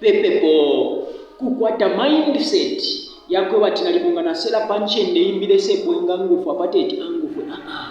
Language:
Bemba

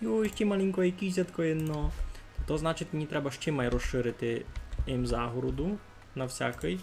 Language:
Rusyn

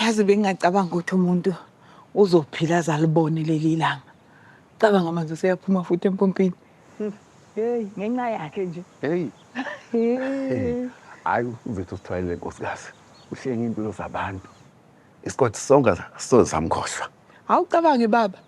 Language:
Zulu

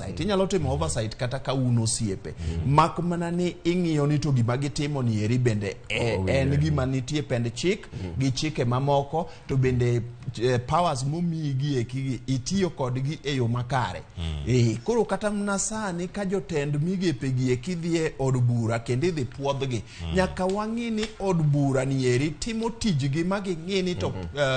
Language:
Luo (Kenya and Tanzania)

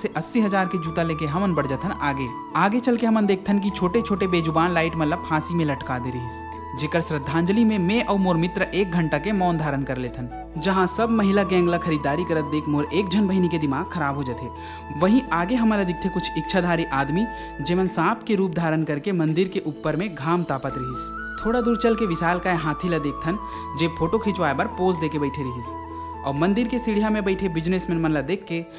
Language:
Chhattisgarhi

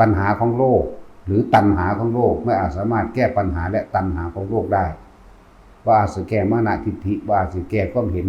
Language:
Northeastern Thai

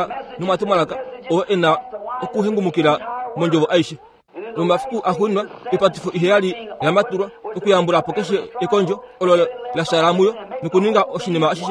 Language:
Kuanyama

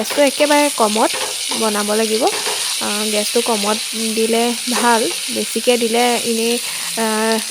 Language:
Assamese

